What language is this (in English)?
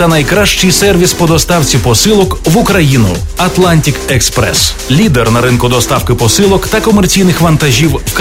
Ukrainian